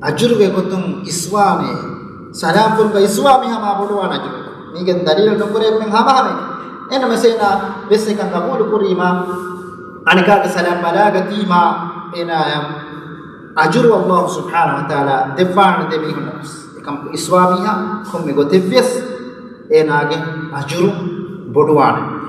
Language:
Divehi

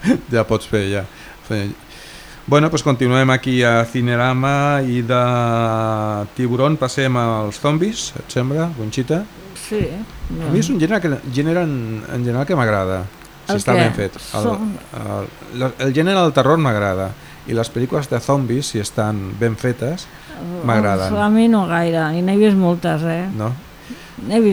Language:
Catalan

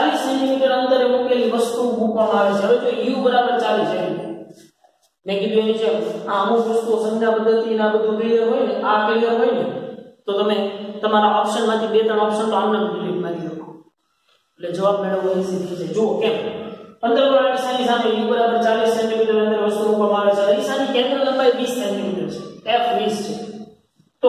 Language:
Gujarati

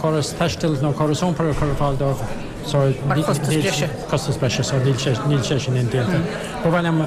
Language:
Irish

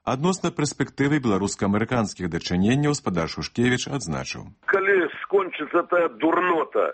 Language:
Belarusian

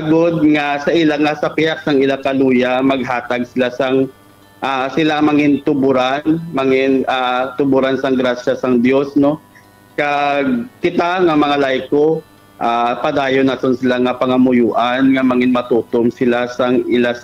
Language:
Hiligaynon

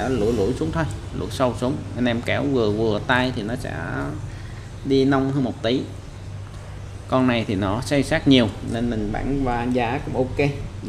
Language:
Vietnamese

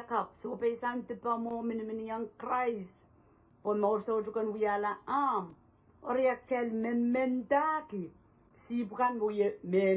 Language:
Pohnpeian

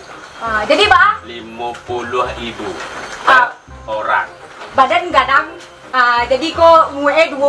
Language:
Minangkabau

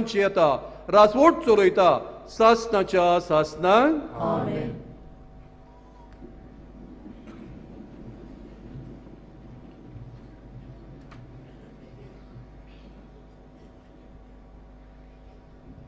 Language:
Konkani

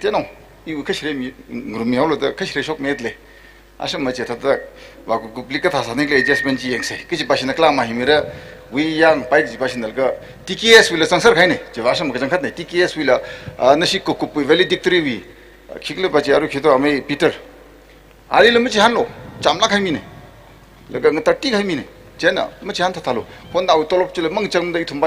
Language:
Tangkhul Naga (India)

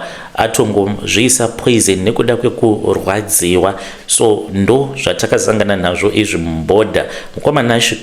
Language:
Shona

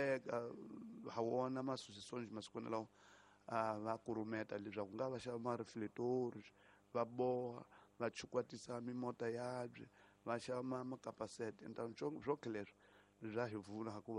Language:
Tsonga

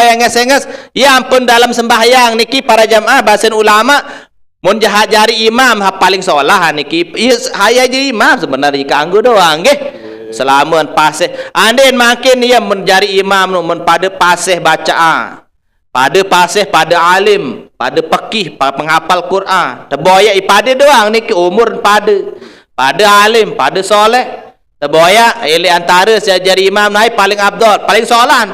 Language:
Sasak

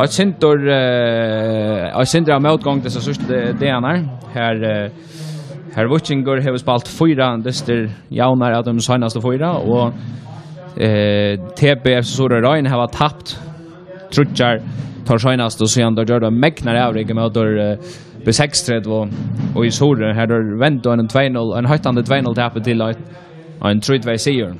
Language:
Faroese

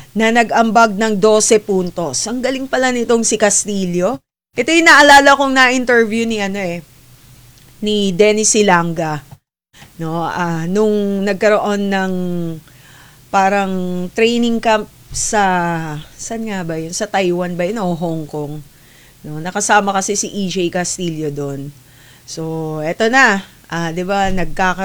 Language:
Filipino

